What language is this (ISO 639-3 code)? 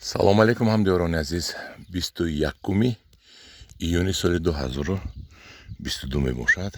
tgk